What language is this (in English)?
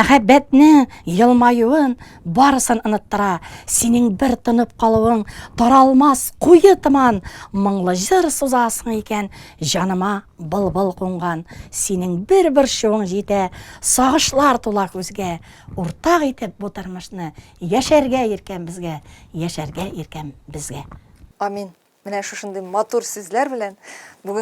Tatar